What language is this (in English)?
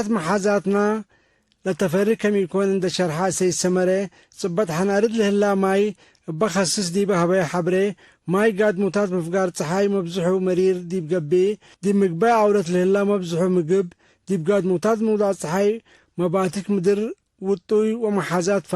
Tigre